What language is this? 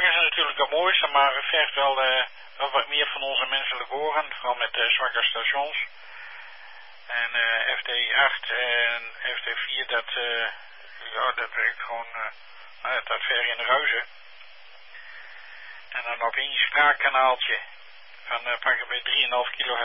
Dutch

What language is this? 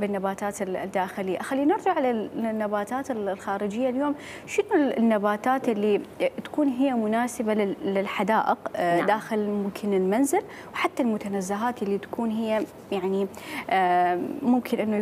Mesopotamian Arabic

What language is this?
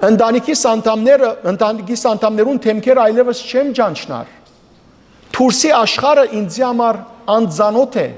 Western Armenian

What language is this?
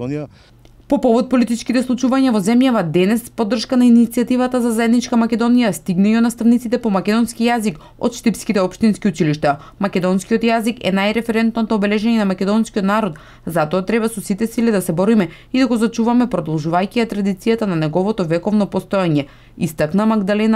Macedonian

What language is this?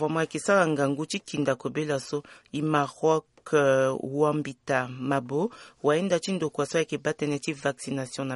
Sango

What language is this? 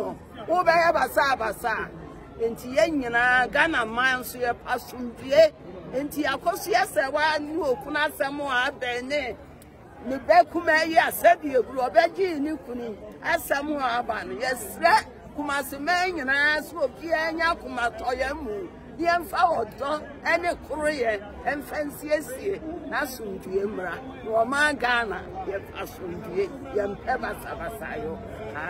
Akan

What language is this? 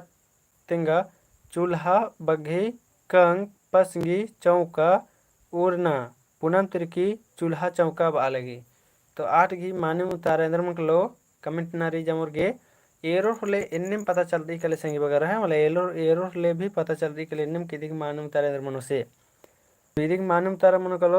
Kurukh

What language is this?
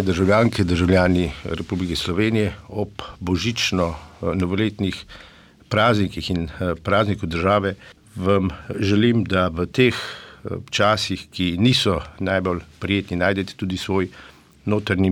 Slovenian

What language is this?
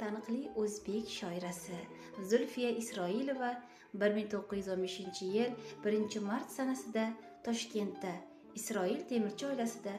Uzbek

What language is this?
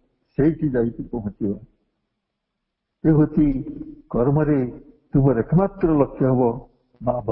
Odia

